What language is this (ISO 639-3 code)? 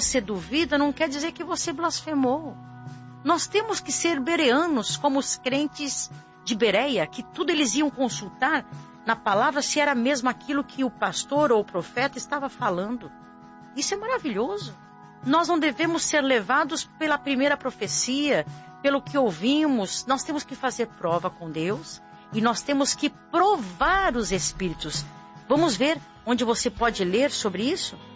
por